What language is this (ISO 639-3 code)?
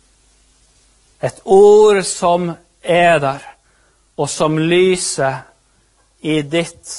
nor